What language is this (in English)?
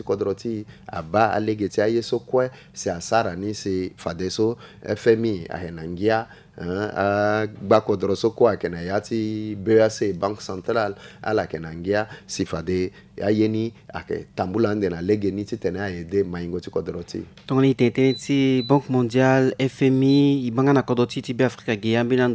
Sango